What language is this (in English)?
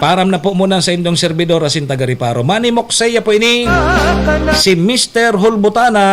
Bikol